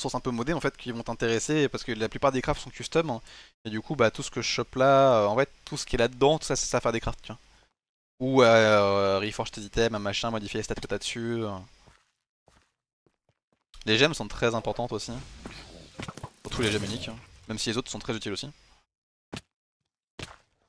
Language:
French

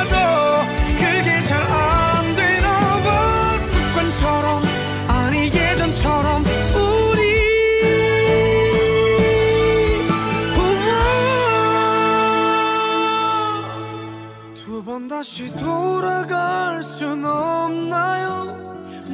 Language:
Korean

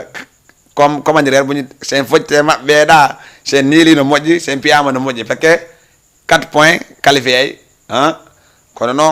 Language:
Fula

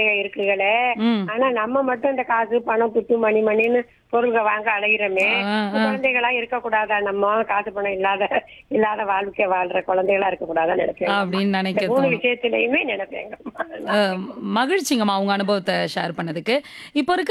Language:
Tamil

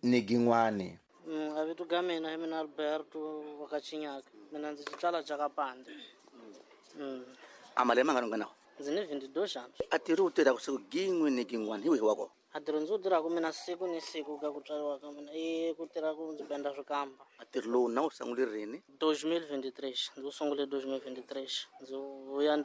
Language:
Tsonga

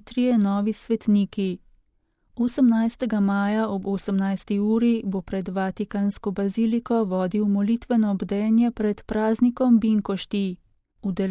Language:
Slovenian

